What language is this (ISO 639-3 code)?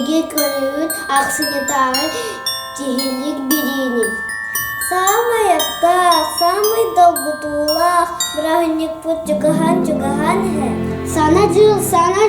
sah